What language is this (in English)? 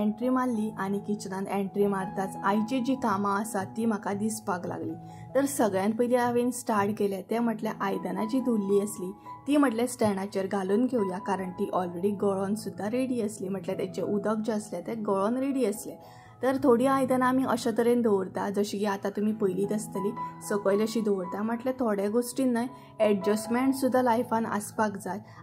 Konkani